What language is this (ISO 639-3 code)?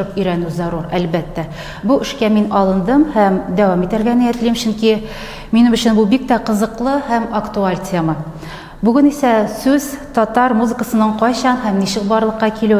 tat